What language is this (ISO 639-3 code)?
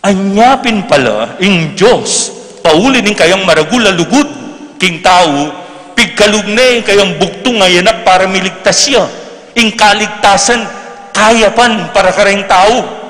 pam